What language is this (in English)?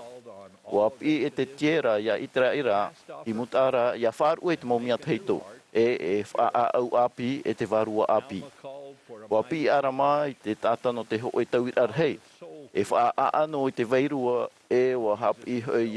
Tahitian